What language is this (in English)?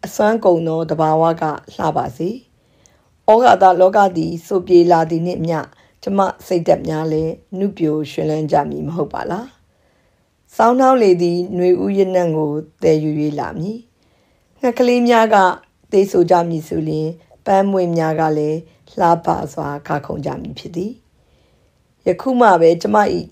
Burmese